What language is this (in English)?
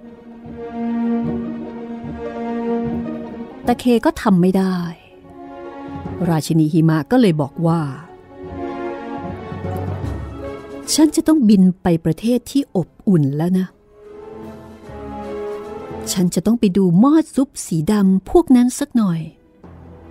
Thai